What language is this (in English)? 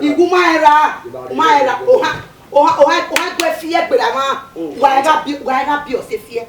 Bini